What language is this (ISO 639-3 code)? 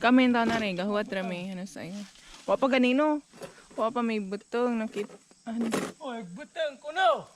ceb